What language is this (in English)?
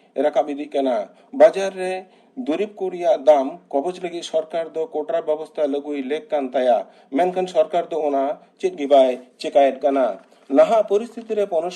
Santali